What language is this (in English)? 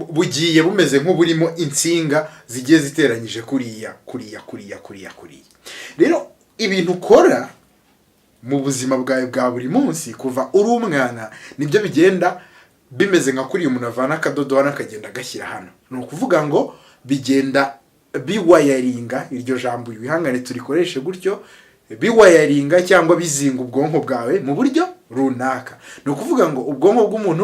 Kinyarwanda